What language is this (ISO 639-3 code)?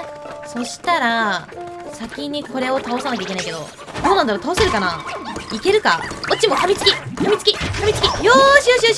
jpn